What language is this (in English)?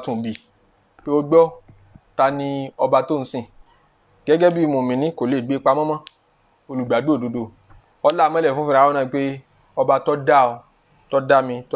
Yoruba